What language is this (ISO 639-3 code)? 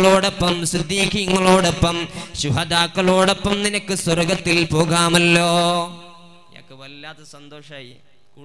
mal